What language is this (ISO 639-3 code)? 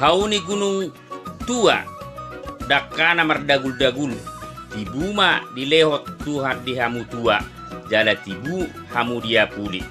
bbc